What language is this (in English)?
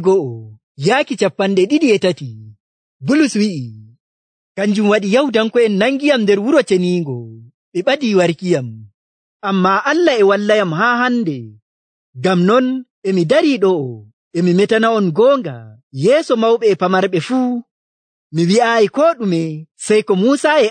Nigerian Fulfulde